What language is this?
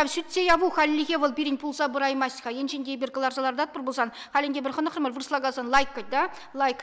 Chuvash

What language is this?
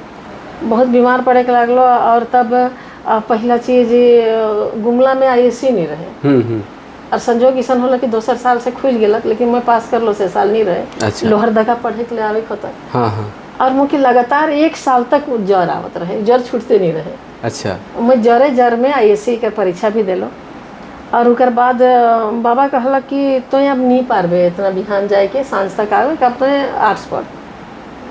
Sadri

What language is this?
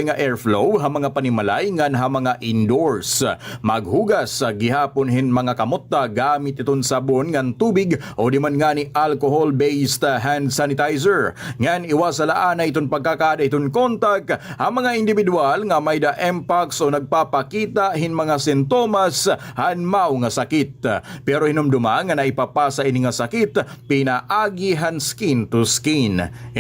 Waray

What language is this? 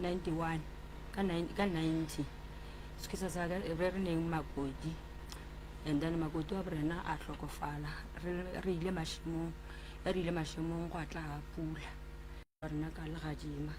Northern Sotho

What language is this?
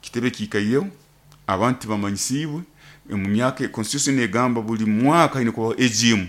Nyoro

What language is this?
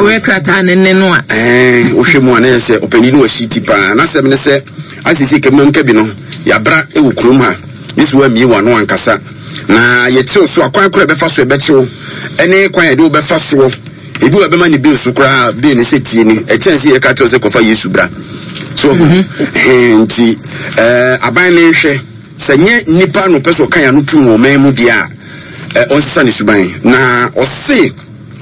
Akan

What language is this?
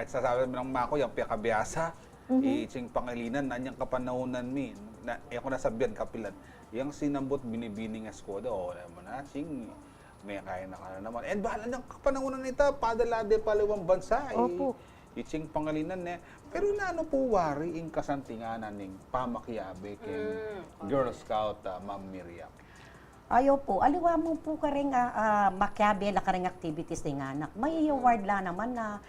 Pampanga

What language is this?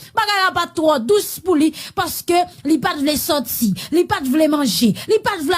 Haitian Creole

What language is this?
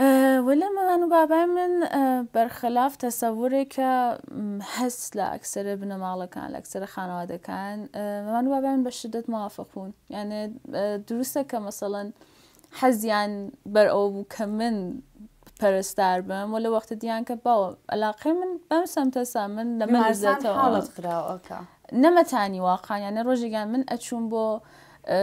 Central Kurdish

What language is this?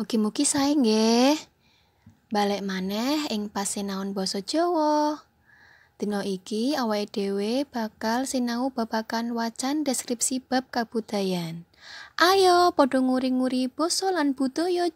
Javanese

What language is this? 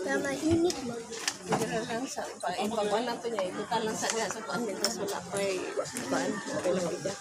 Cebuano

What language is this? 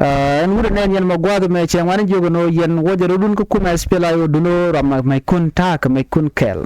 Nuer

